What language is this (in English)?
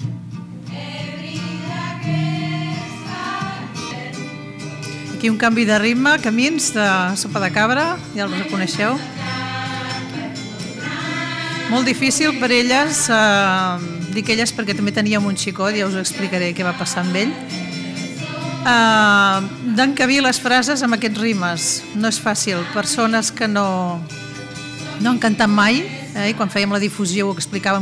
Catalan